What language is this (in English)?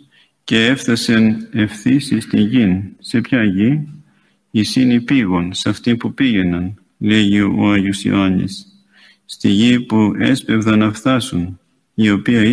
Greek